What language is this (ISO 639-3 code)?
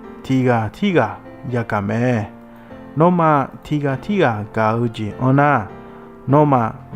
ahk